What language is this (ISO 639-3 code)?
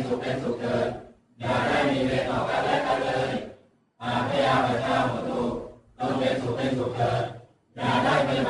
pli